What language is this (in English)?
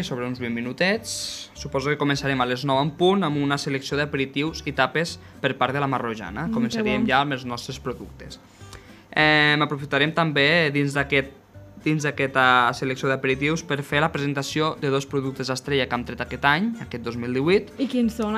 Catalan